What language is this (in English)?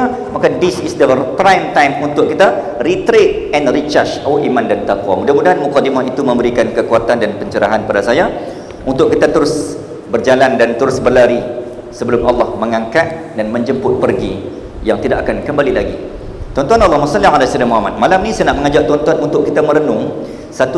Malay